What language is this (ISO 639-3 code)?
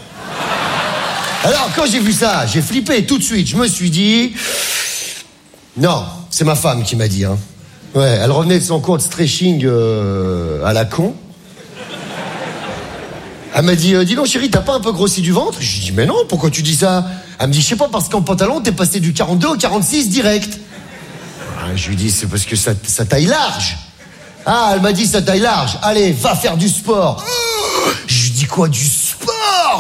fra